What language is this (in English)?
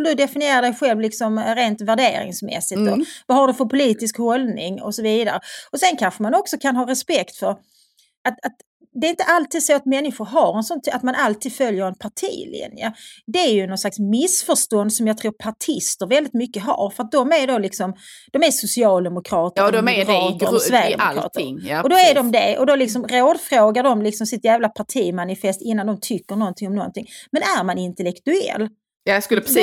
Swedish